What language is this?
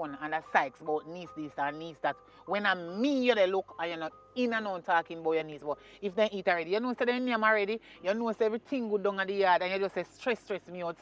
Jamaican Creole English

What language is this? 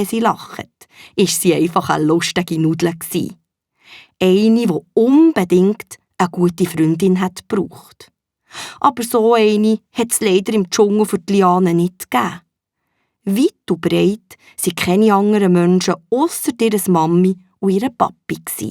Swiss German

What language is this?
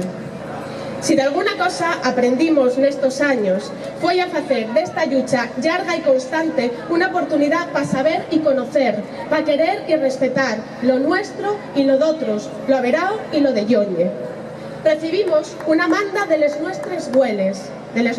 Asturian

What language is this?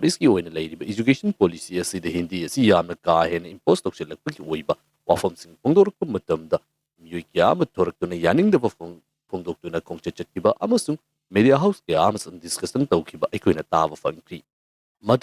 Manipuri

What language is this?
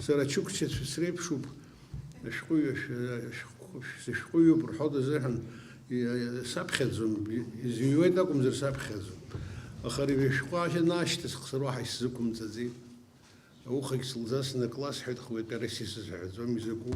Abkhazian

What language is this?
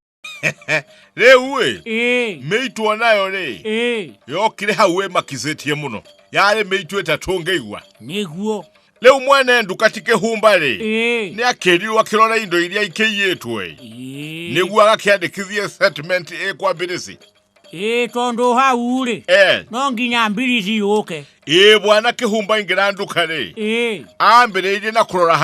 Kikuyu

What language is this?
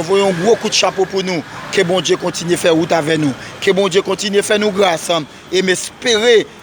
Haitian Creole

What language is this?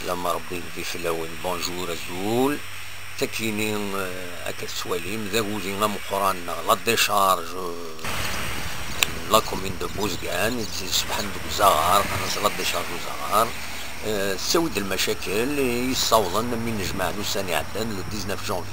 Kabyle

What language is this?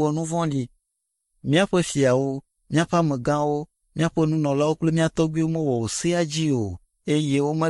Ewe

